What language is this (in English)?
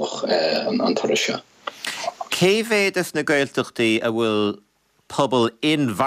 Irish